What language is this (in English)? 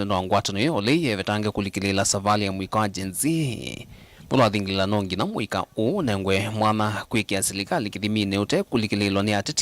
Kamba